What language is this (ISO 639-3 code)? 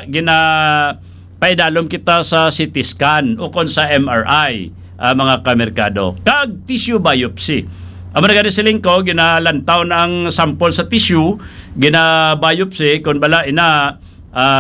hil